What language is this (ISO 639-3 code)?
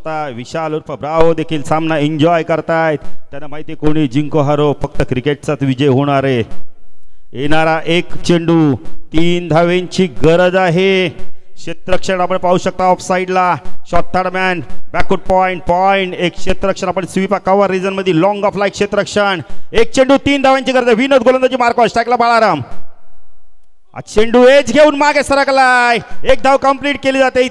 mar